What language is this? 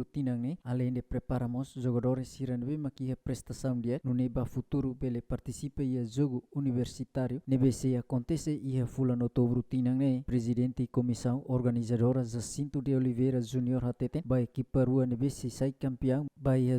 Tetum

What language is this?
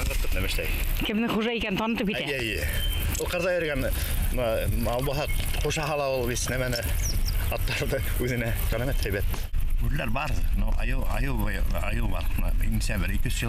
Bashkir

